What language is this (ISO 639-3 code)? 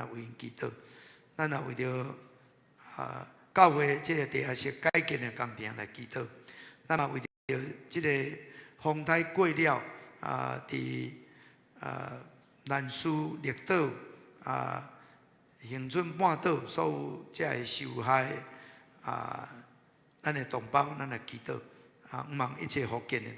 nan